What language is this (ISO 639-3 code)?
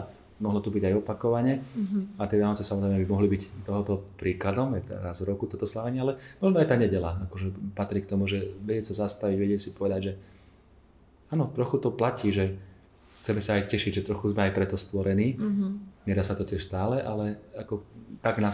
slk